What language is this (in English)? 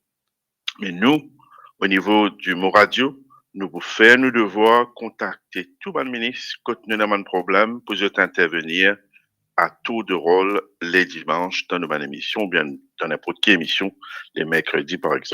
Morisyen